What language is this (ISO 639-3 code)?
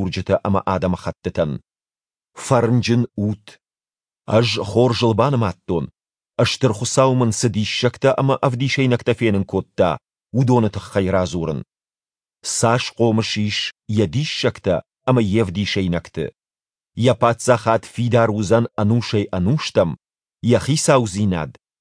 oss